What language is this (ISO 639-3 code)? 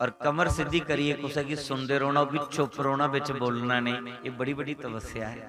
doi